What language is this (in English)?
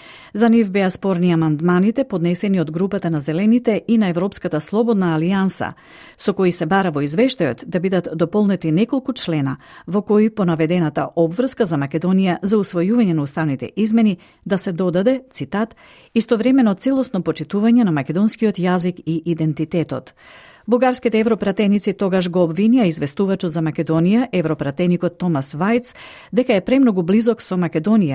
Macedonian